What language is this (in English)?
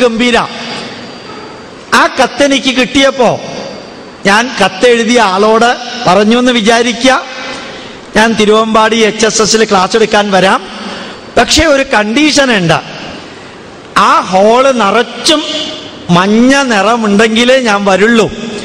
Malayalam